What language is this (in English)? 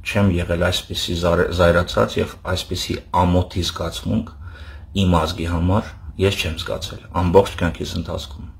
Armenian